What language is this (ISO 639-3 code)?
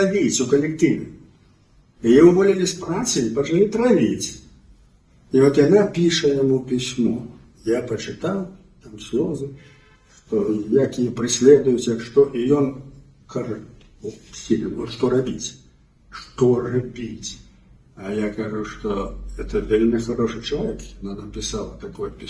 bel